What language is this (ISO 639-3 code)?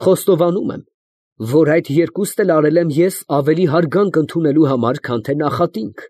hye